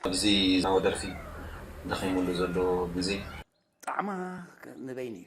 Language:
Tigrinya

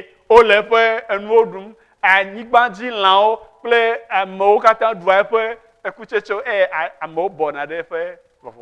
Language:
Ewe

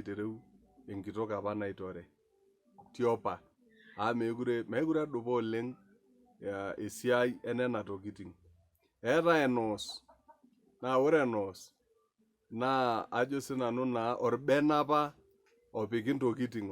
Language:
Masai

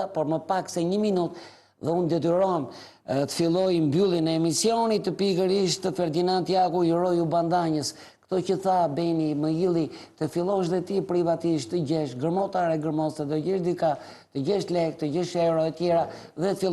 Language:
Albanian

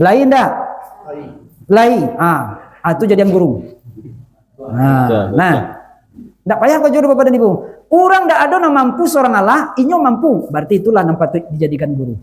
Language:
Minangkabau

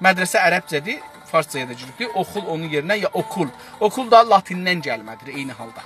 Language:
South Azerbaijani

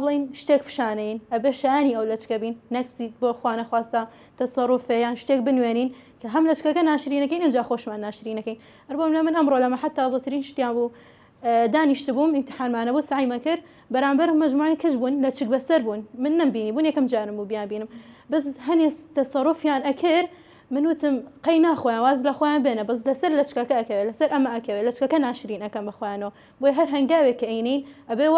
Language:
Central Kurdish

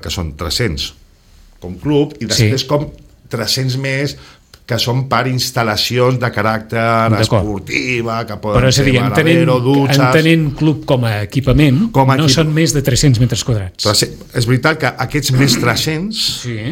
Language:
Catalan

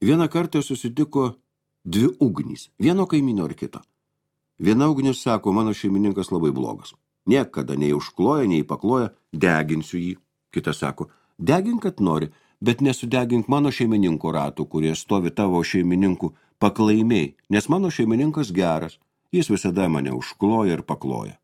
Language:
Lithuanian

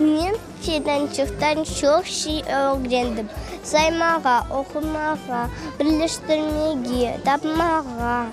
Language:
Crimean Tatar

